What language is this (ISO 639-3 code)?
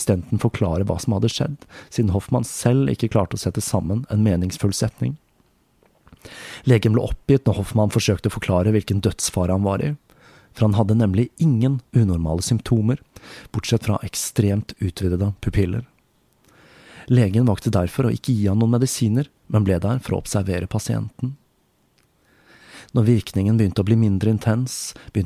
nor